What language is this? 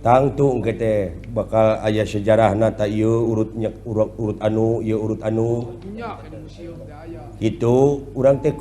Sundanese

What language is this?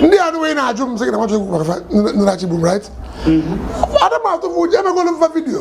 Igbo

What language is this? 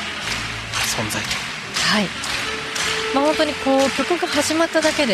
Japanese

